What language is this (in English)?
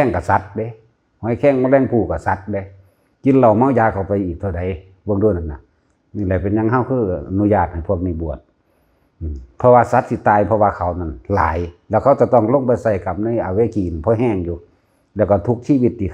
Northeastern Thai